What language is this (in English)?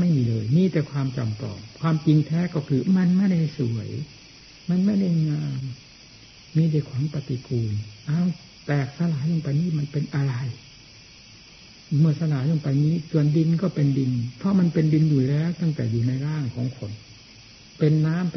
Thai